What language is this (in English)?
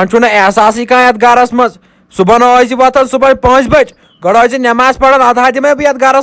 Kashmiri